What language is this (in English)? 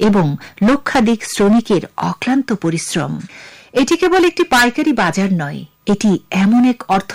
Bangla